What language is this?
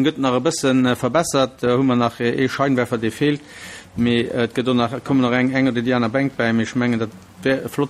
Luxembourgish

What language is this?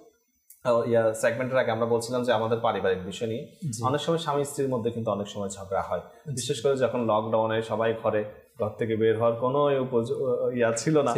Bangla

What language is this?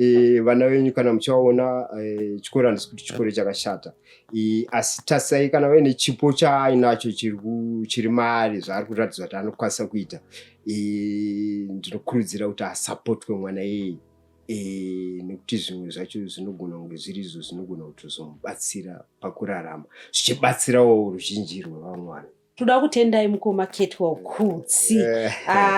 Shona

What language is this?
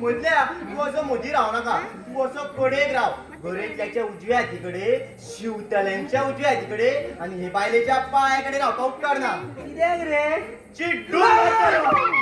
Konkani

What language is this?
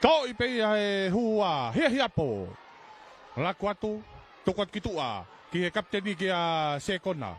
Tongan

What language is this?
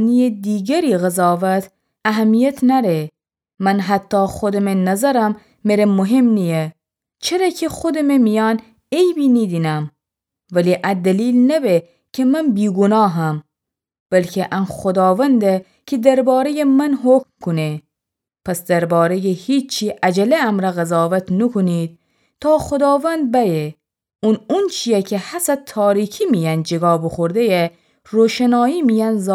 Gilaki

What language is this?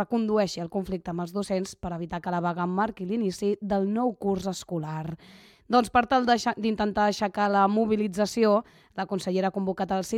Catalan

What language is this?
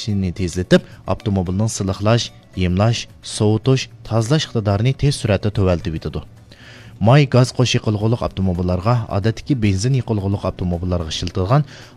Uyghur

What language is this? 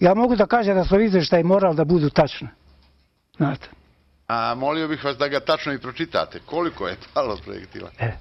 Bosnian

